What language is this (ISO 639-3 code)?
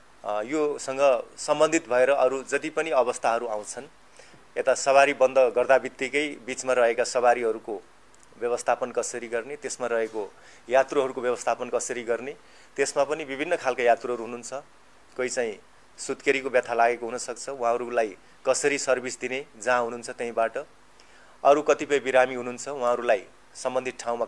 nep